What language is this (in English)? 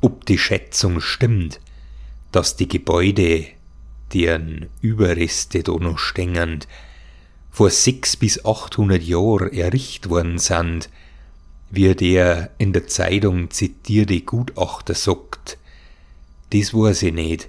Bavarian